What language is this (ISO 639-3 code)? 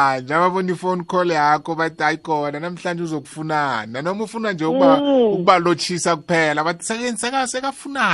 nbl